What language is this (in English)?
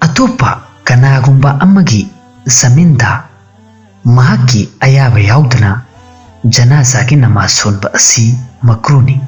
Manipuri